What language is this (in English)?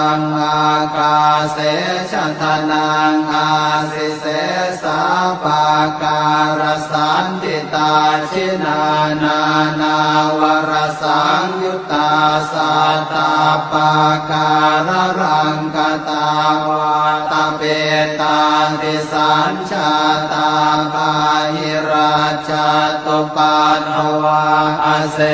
Pali